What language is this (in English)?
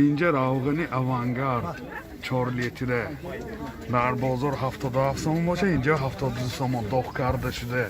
Tajik